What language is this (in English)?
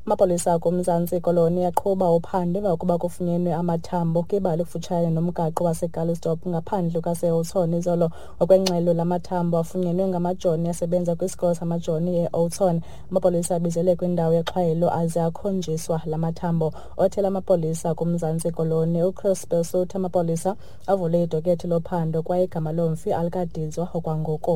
Xhosa